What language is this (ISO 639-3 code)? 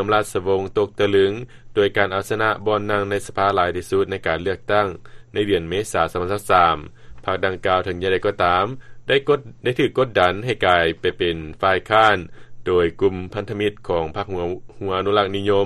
lao